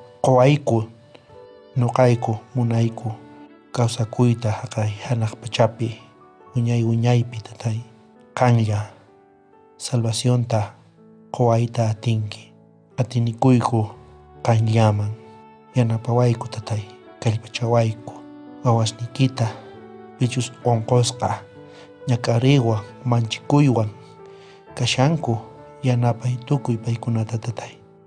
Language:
South Bolivian Quechua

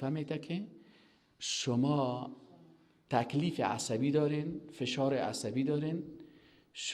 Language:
Persian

